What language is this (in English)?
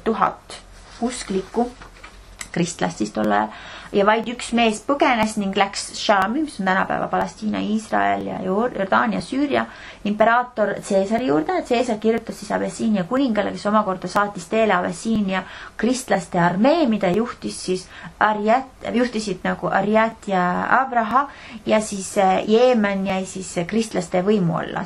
Estonian